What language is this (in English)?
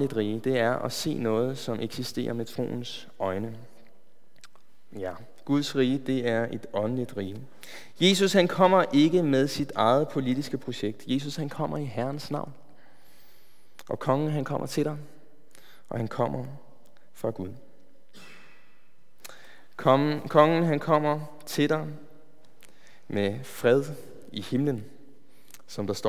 Danish